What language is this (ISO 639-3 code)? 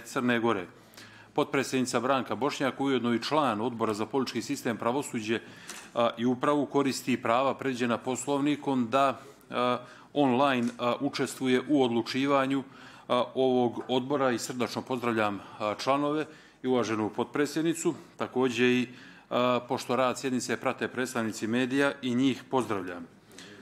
bos